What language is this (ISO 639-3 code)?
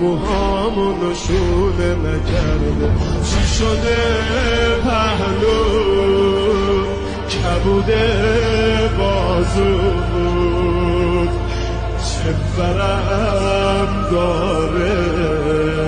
fas